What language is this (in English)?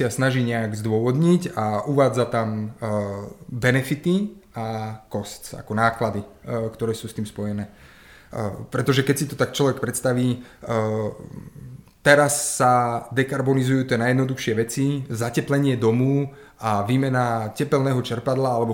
Slovak